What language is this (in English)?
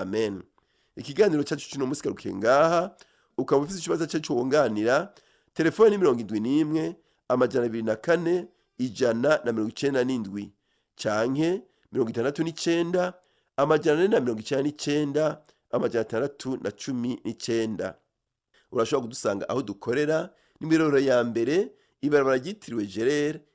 Rundi